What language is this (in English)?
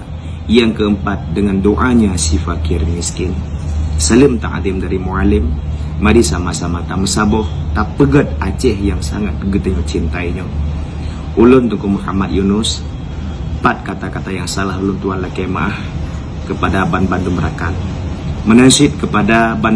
Achinese